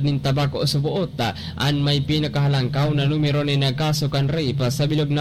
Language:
Bikol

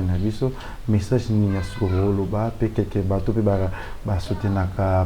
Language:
Lingala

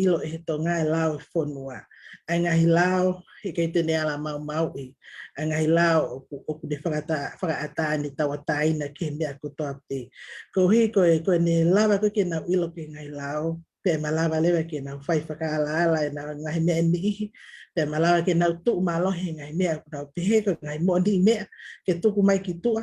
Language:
Tongan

